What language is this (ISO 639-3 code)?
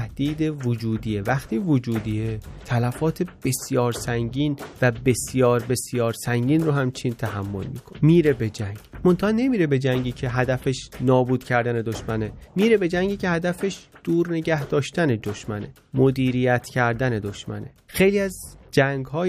fas